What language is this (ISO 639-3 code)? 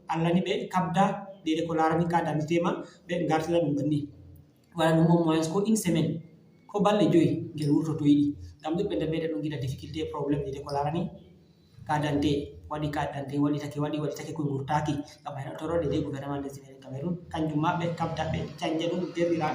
ful